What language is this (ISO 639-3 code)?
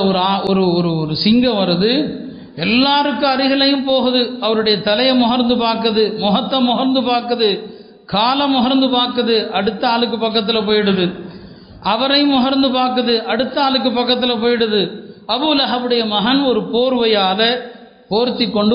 tam